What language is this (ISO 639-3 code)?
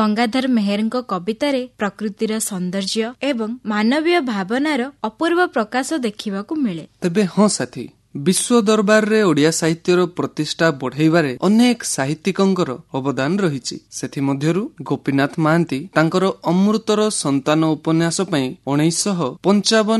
ori